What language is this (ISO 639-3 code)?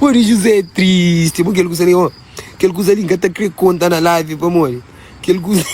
kea